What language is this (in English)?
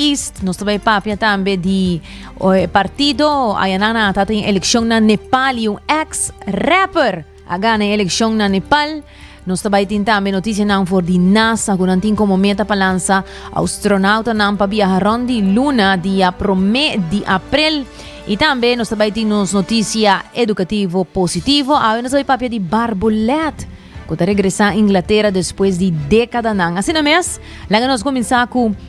Papiamento